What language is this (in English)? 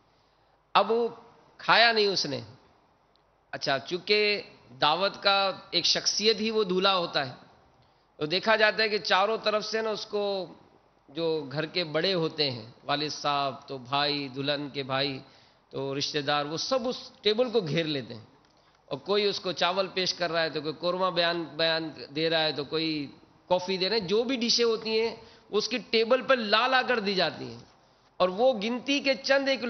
Urdu